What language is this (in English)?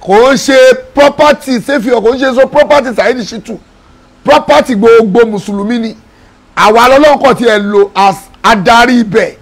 Yoruba